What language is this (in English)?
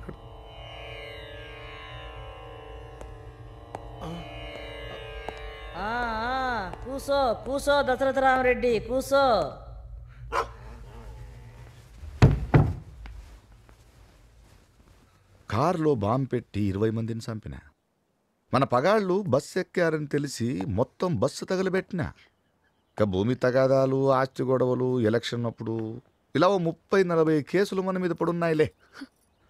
Telugu